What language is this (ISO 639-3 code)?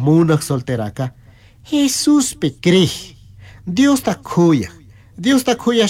qug